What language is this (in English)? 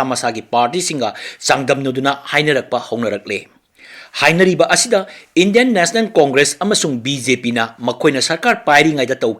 Manipuri